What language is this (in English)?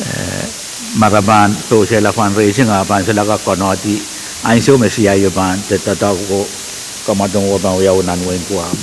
Pohnpeian